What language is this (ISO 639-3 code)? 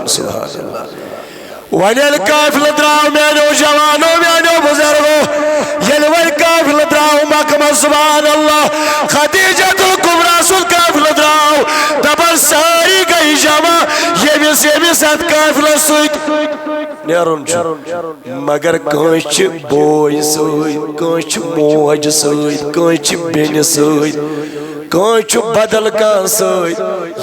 kas